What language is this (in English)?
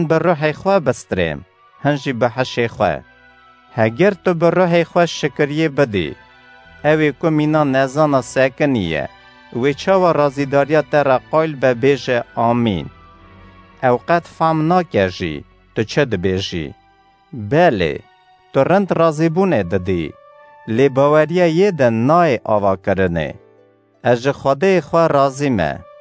Kurdish